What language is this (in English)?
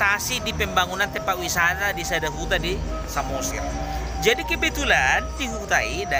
Batak Toba